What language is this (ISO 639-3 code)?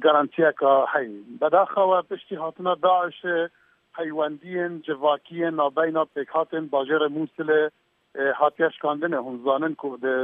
kur